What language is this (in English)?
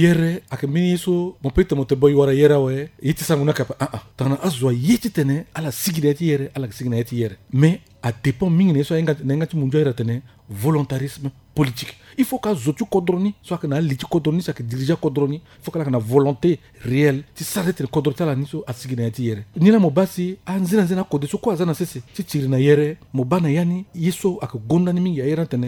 Sango